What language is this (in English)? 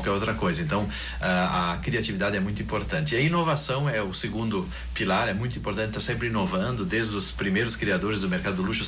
Portuguese